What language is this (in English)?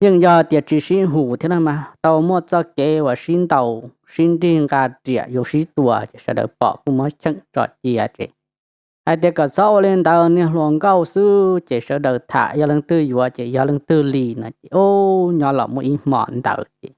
Hmong